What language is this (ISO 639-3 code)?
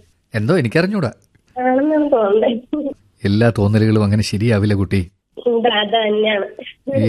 mal